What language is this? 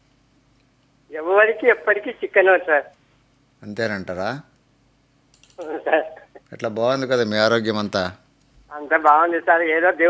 Telugu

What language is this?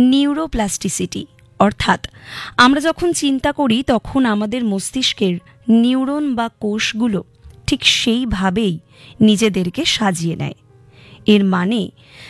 Bangla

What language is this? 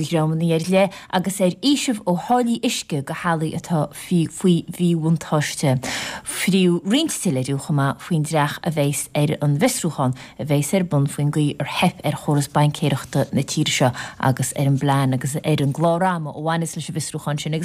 Irish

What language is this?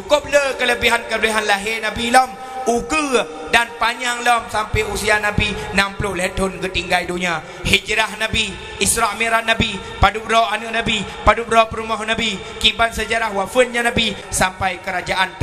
Achinese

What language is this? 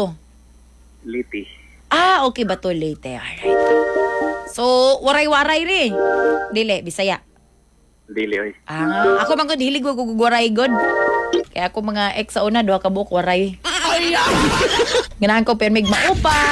Cebuano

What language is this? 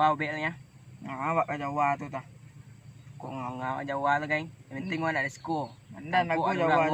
Minangkabau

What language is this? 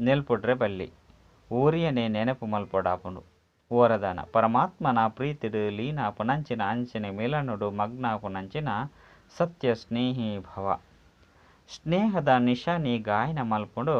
Tulu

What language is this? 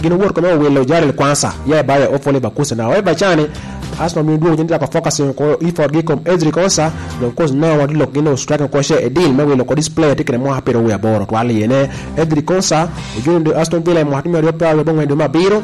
Lango (Uganda)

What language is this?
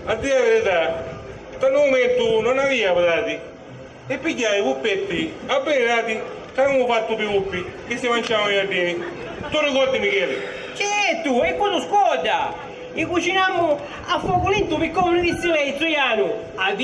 Sicilian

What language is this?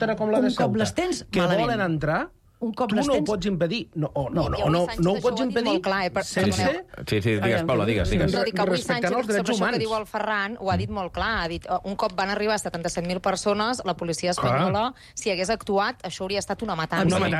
Catalan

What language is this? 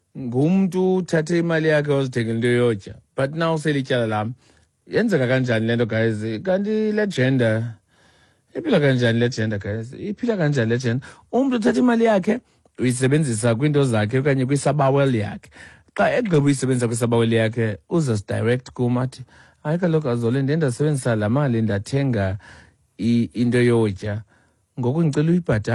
Xhosa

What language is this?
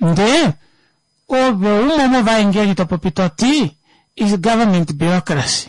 Kuanyama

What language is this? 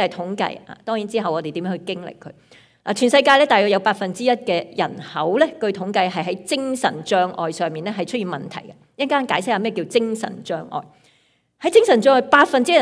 Cantonese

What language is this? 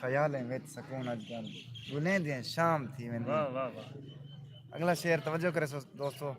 Saraiki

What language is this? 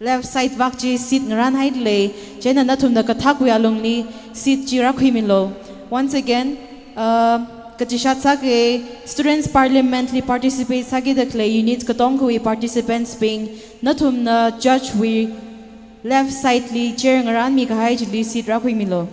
Tangkhul Naga (India)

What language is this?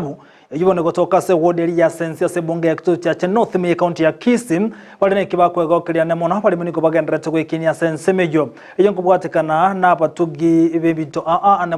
Gusii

